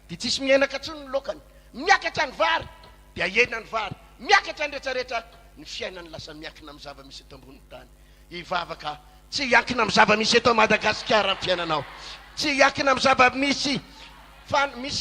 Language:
Malagasy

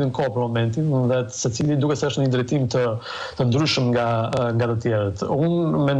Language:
Albanian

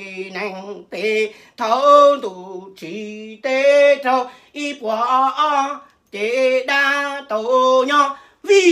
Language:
Hmong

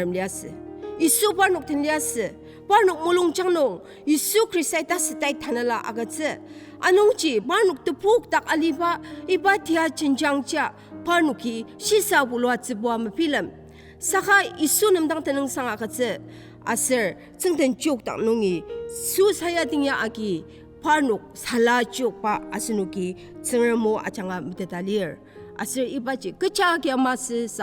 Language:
Ao Naga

